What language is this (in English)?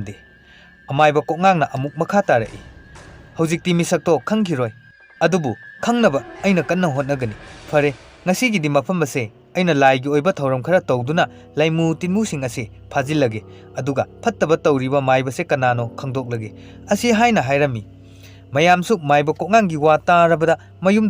Manipuri